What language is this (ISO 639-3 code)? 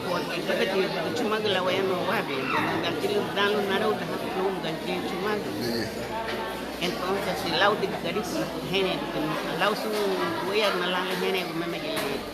cab